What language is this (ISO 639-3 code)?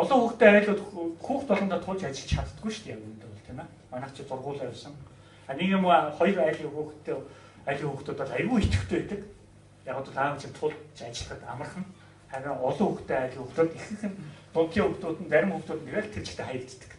mon